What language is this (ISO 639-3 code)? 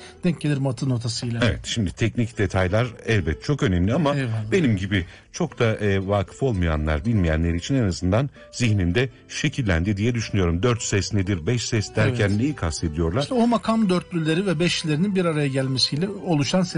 tur